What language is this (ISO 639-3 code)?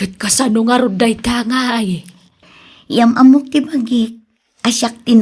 ilo